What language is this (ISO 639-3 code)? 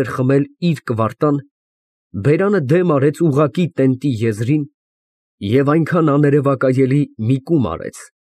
hye